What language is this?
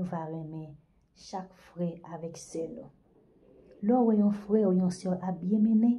Haitian Creole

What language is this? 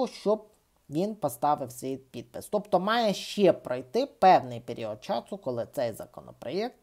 Ukrainian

